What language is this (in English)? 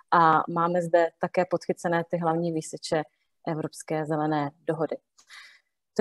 Czech